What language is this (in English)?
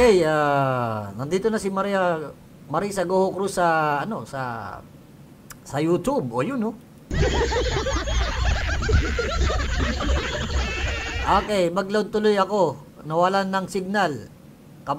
Filipino